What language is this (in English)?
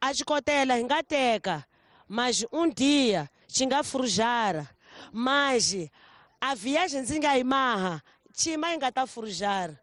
Tsonga